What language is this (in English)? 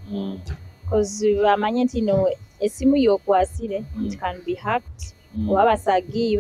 Nyoro